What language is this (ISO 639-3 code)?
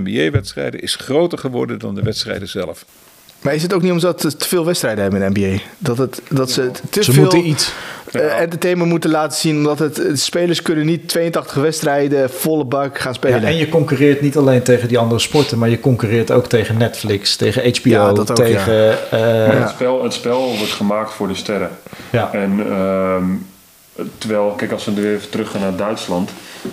nld